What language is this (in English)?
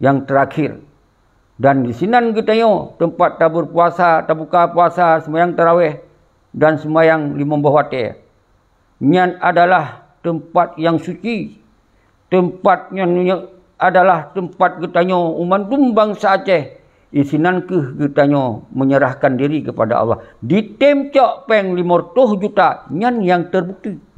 Achinese